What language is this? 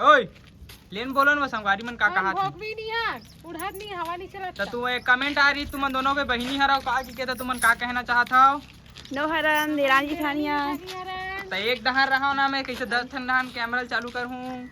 Chhattisgarhi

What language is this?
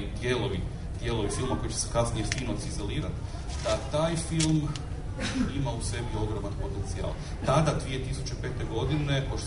Serbian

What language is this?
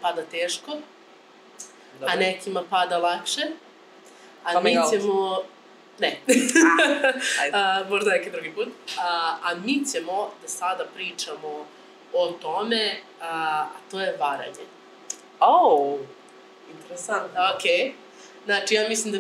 Croatian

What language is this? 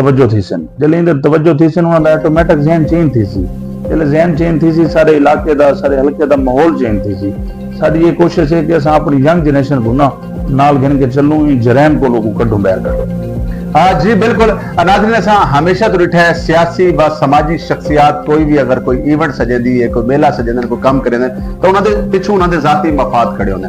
Saraiki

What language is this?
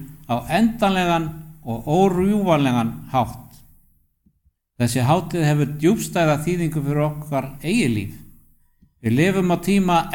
Icelandic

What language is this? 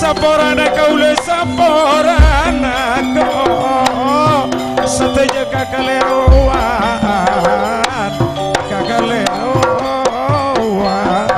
Madurese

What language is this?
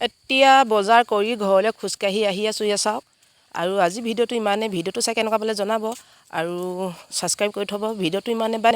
Assamese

